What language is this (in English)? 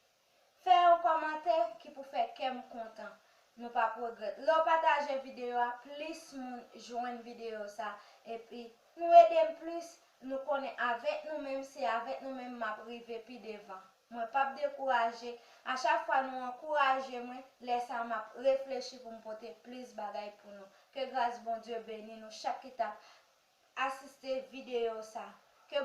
Haitian Creole